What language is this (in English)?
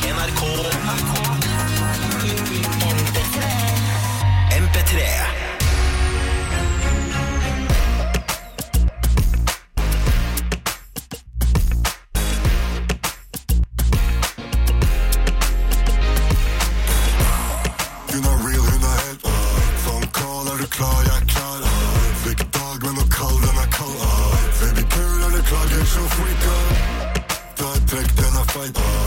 Norwegian